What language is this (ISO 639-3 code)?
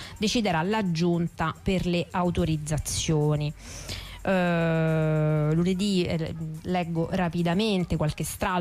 ita